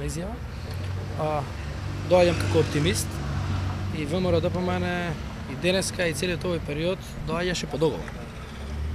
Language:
Macedonian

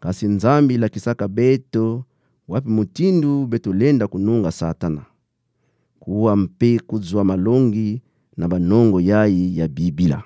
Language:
Kituba (Democratic Republic of Congo)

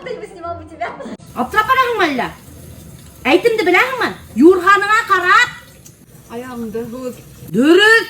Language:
Bashkir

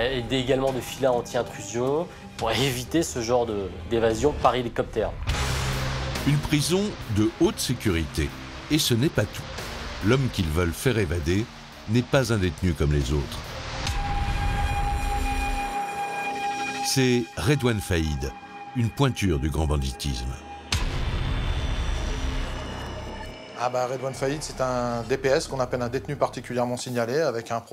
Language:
French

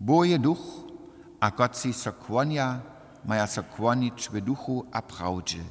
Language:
Upper Sorbian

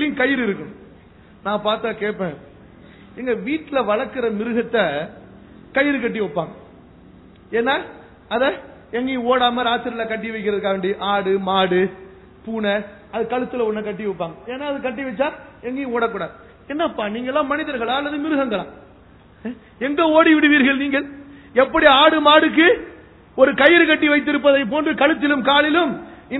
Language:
Tamil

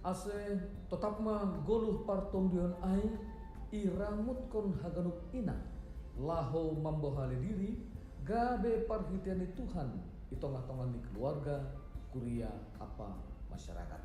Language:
Batak Simalungun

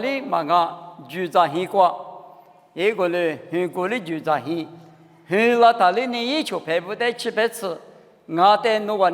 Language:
Lisu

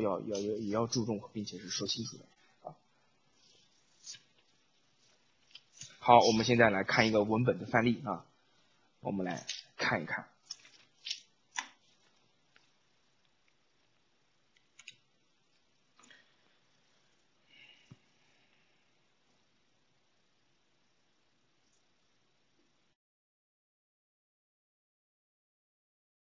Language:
Chinese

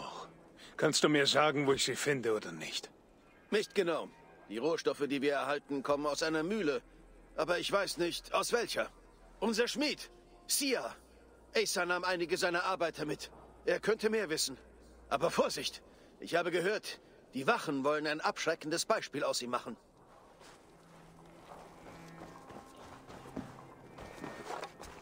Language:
German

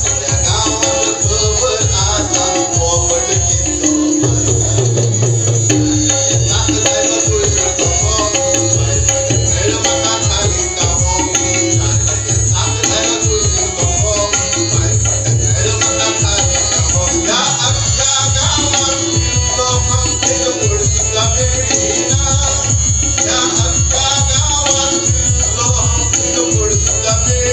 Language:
Konkani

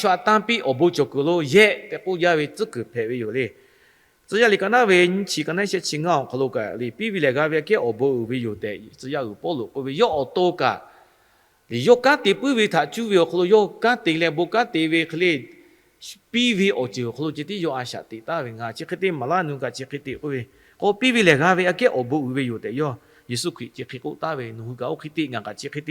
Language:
Lahu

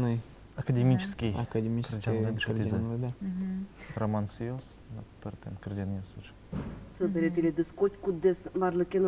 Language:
Udmurt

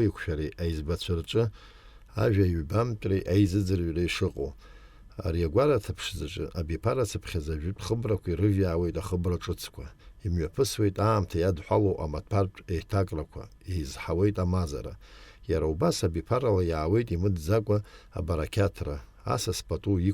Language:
Abkhazian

